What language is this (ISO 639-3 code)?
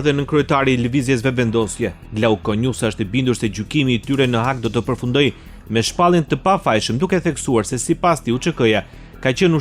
sqi